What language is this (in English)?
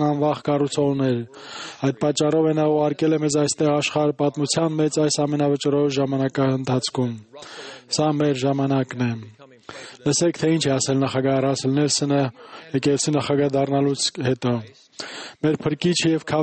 Armenian